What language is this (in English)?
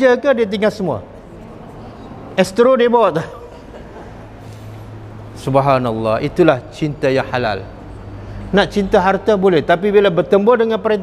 Malay